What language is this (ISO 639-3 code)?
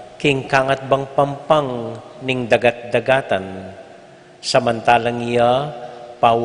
pam